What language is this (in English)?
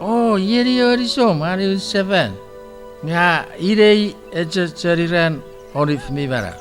Chuukese